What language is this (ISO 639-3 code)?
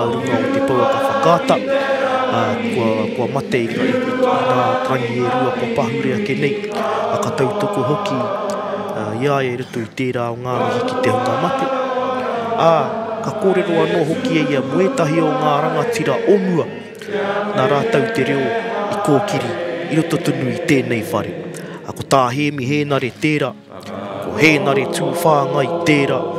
mri